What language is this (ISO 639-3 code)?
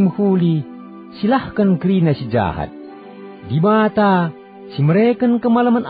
btx